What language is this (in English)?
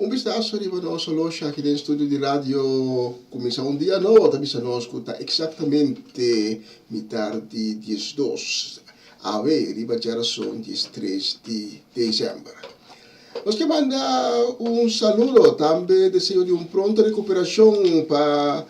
Papiamento